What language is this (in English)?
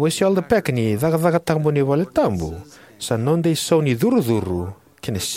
Fijian